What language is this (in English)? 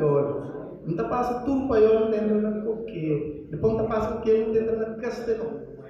Kabuverdianu